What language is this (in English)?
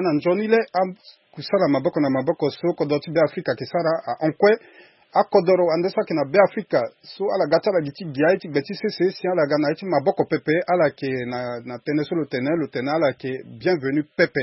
Sango